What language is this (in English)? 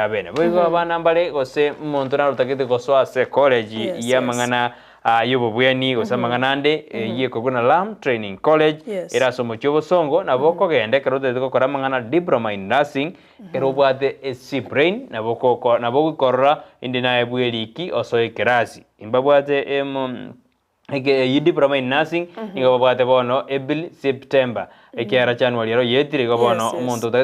Gusii